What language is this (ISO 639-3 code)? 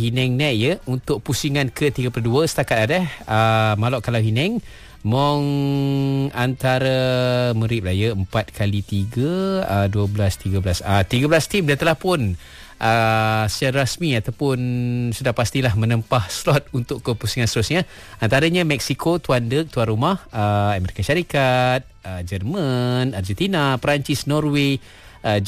msa